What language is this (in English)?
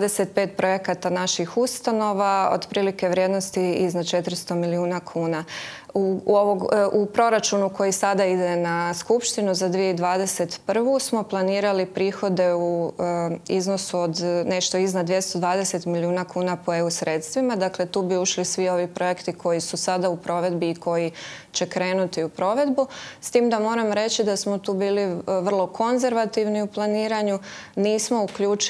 Croatian